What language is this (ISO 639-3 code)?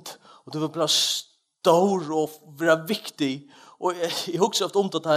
fao